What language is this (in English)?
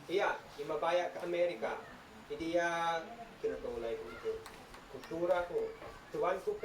Isnag